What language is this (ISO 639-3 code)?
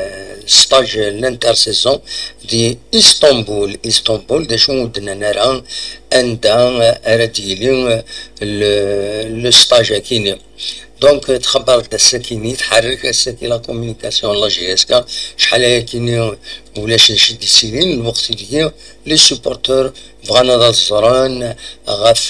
kab